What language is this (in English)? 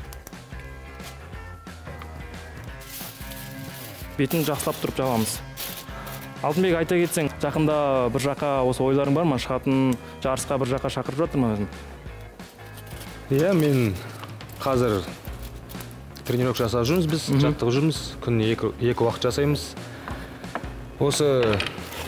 Kazakh